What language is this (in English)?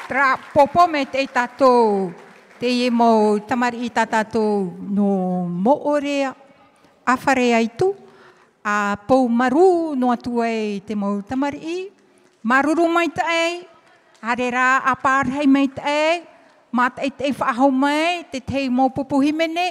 Tahitian